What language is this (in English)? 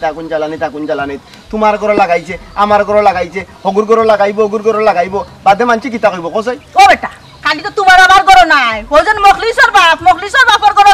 Sylheti